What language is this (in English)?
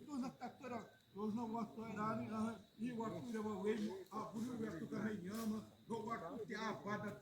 Xavánte